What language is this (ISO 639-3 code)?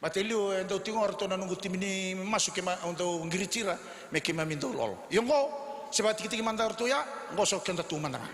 fij